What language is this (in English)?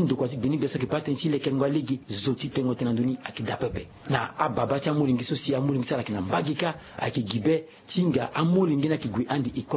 Sango